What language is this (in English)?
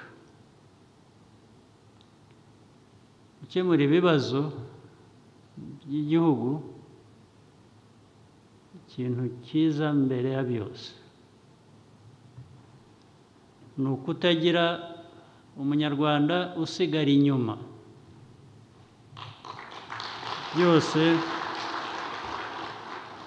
Kinyarwanda